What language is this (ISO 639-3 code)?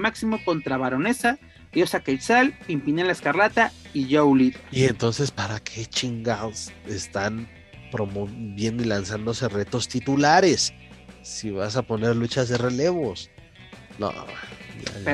spa